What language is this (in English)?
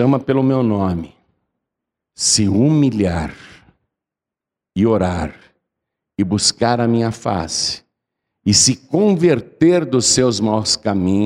Portuguese